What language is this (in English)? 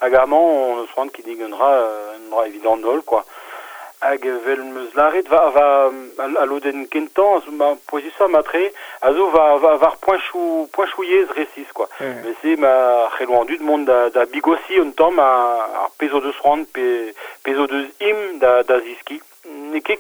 Breton